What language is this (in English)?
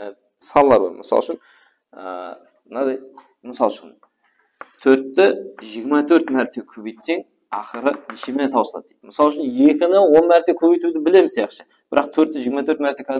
Kara-Kalpak